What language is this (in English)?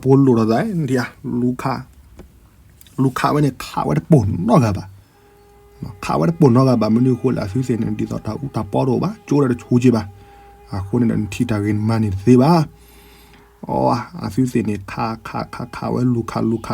S'gaw Karen